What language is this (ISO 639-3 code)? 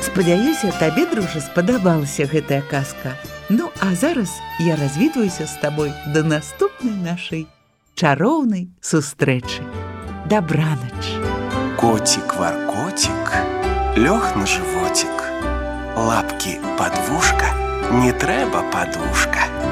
bel